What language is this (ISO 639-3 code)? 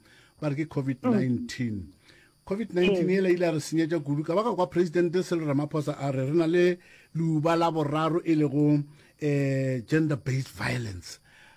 nso